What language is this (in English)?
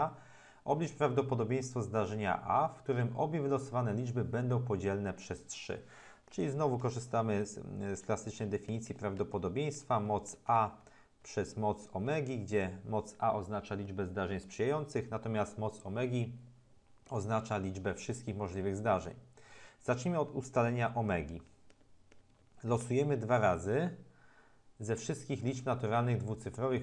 Polish